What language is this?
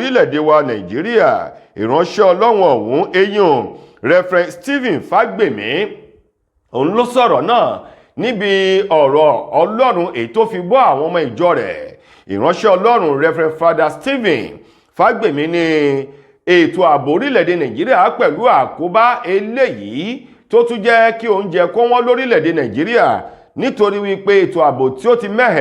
Yoruba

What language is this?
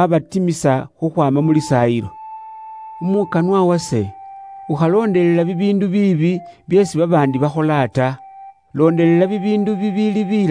Luyia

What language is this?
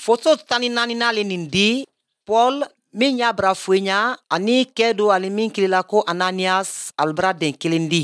Bambara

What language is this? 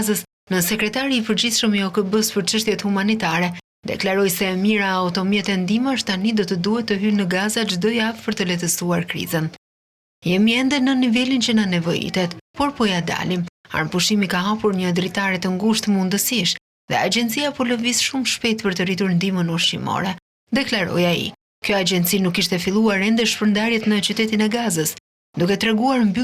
Albanian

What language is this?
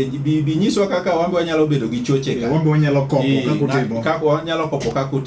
Luo (Kenya and Tanzania)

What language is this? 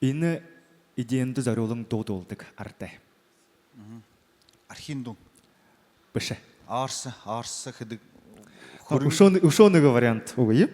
Buriat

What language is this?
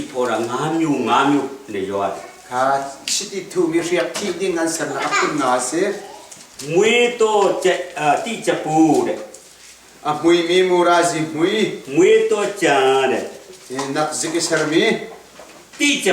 Hakha Chin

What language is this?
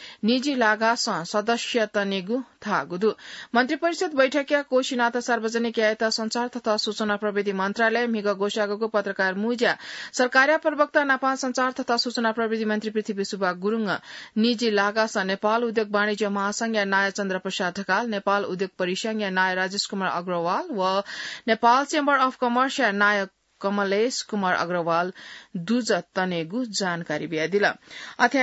Newari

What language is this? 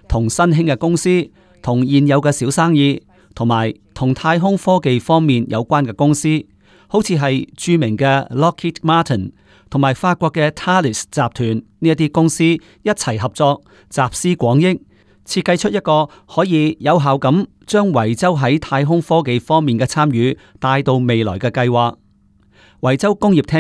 Cantonese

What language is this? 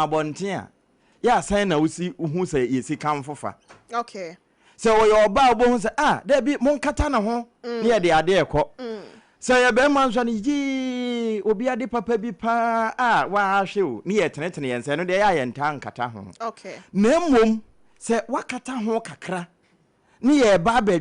Akan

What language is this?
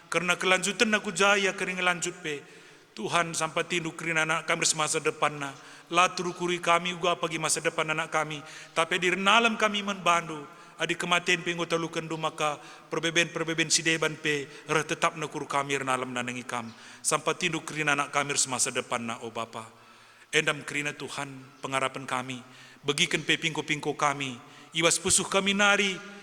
Batak Karo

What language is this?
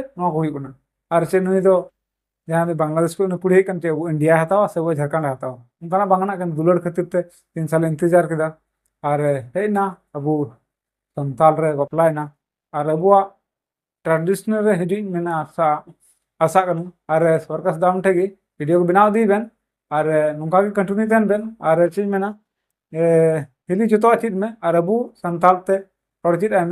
Santali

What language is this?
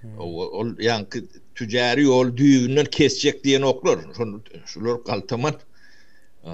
Turkmen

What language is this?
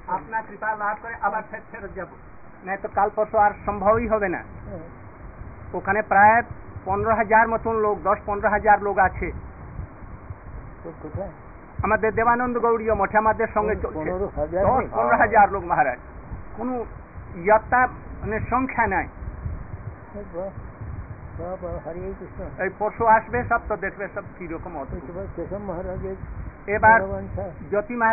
Bangla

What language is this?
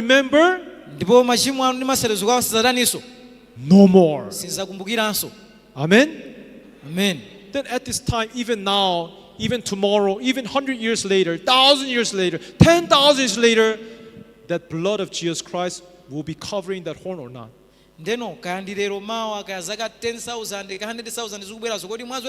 Nyanja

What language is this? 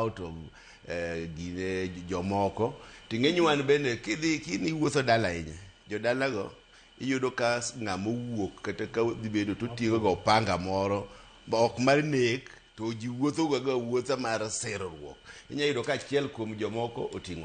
Luo (Kenya and Tanzania)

